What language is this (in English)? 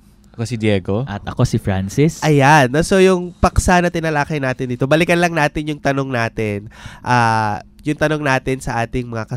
Filipino